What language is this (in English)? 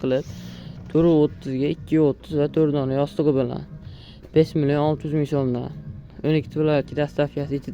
Uzbek